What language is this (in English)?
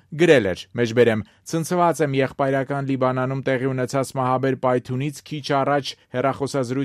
Armenian